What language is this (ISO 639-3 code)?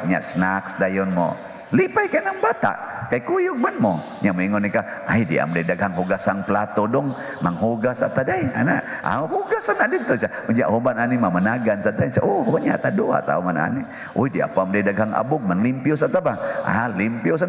ceb